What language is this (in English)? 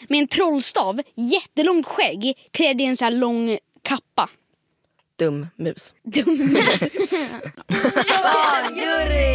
Swedish